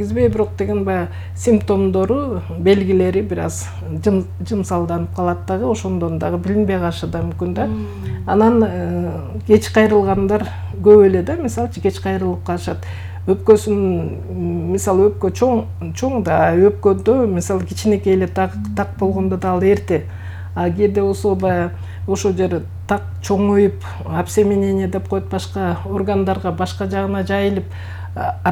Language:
Kyrgyz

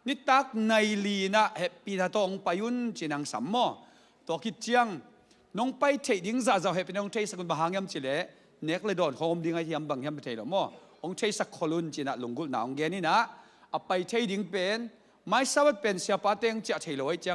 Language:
Tedim Chin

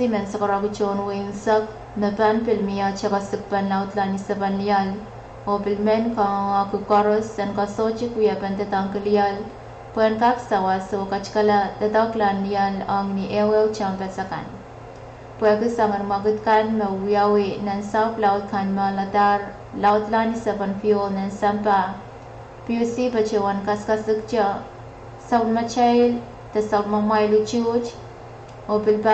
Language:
Pohnpeian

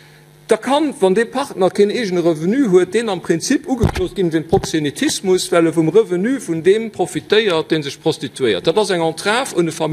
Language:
Luxembourgish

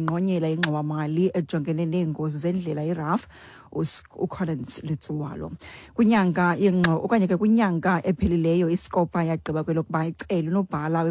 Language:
Xhosa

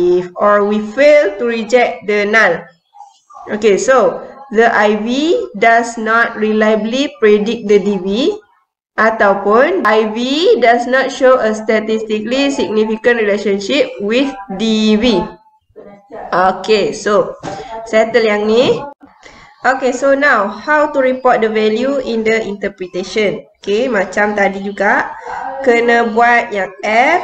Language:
Malay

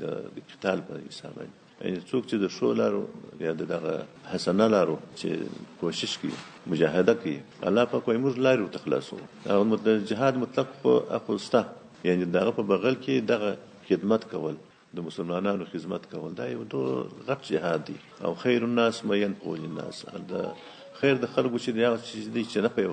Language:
Pashto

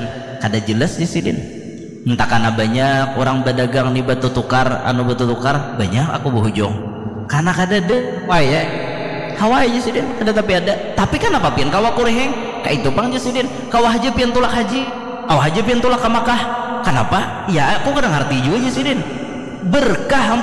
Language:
Banjar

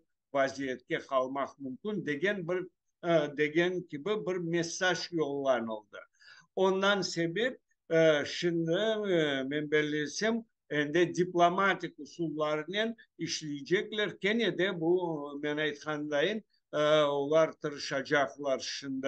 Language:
Crimean Tatar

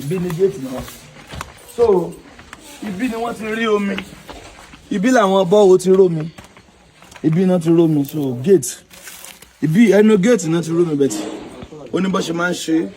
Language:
Yoruba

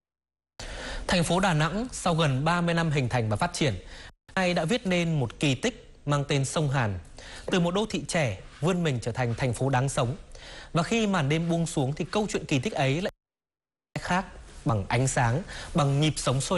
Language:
Vietnamese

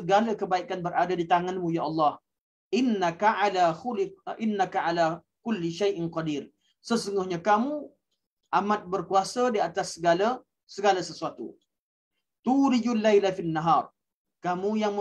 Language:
Malay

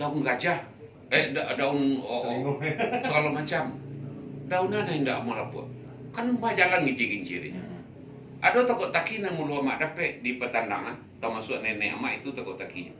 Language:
Minangkabau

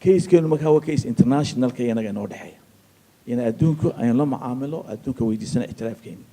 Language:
Somali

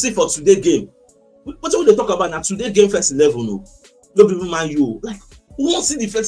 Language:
Nigerian Pidgin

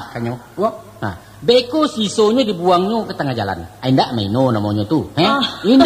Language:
Minangkabau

